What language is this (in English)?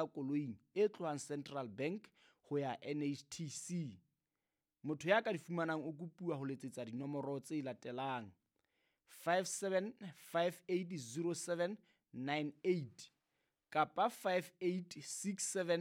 Southern Sotho